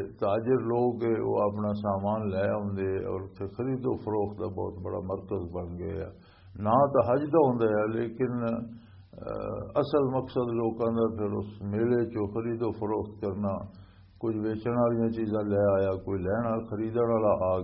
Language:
Western Panjabi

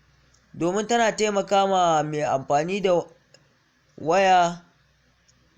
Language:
Hausa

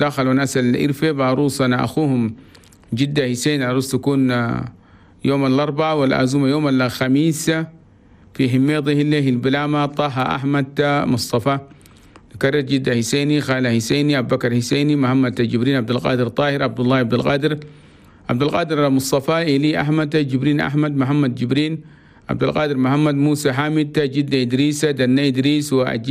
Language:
Chadian Arabic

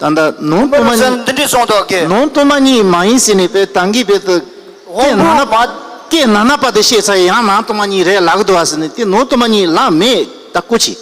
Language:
Tibetan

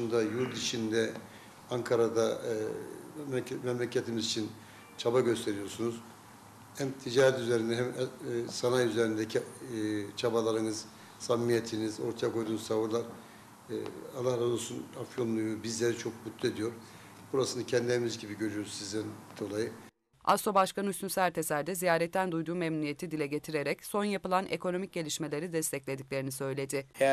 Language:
Turkish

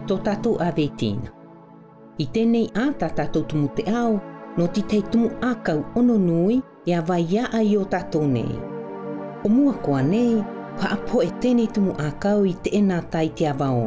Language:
South Marquesan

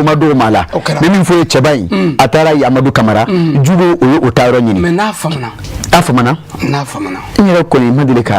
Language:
Bambara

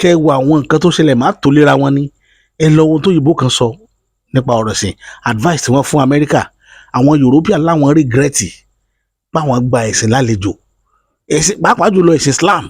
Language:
Yoruba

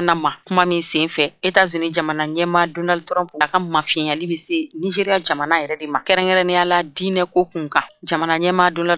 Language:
Bambara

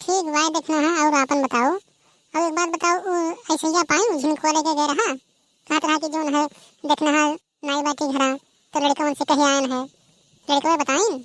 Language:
Awadhi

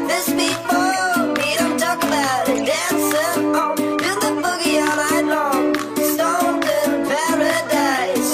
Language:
English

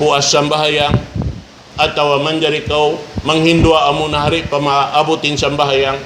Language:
Tausug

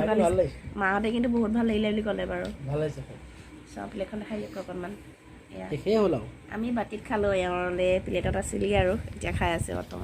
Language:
Assamese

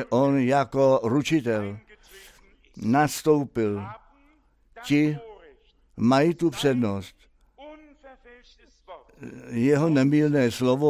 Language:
Czech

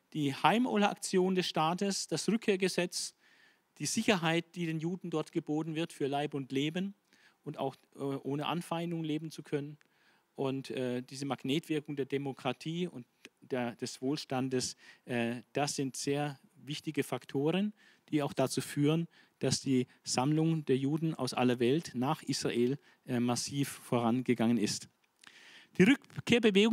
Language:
German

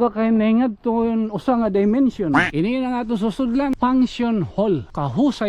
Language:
Waray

